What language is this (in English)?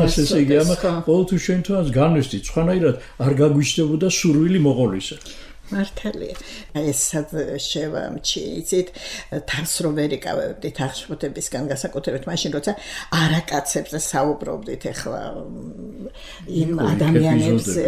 Georgian